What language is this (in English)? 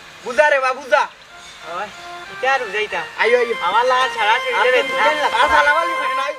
Sylheti